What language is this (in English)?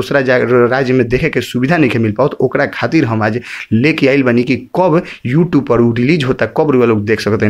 Bhojpuri